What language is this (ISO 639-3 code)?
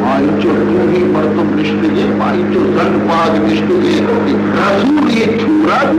bal